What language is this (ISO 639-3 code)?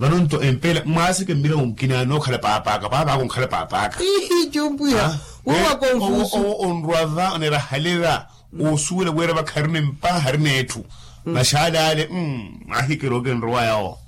vmw